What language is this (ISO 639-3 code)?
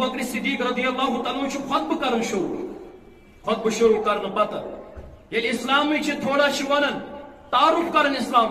kas